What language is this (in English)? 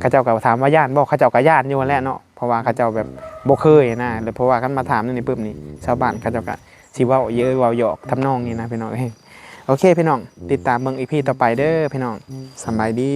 Northeastern Thai